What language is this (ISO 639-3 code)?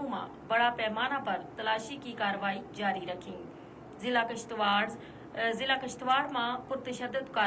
gju